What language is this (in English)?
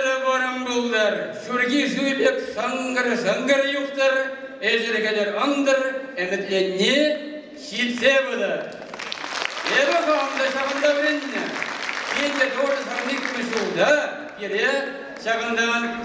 Chuvash